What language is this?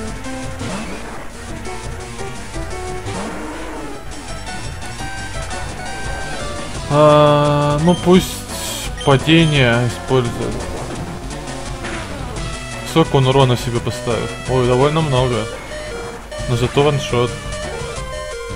Russian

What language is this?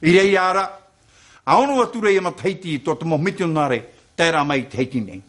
Tahitian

